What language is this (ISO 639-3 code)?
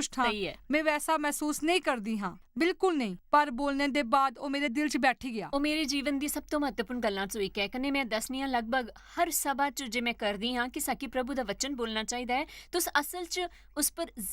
doi